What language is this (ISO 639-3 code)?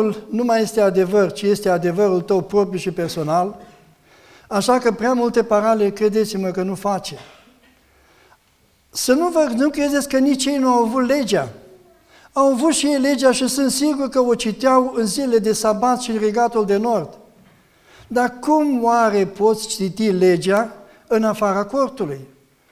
ron